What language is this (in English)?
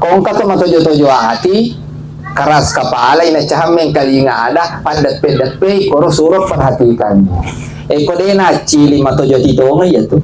Buginese